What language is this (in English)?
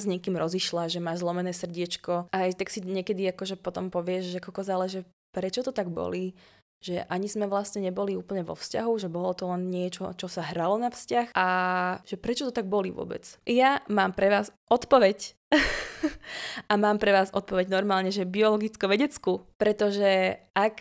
Slovak